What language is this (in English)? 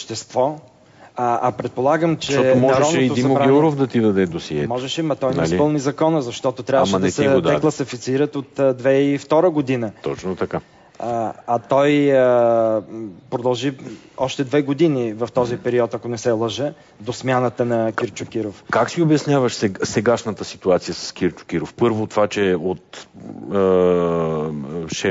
Bulgarian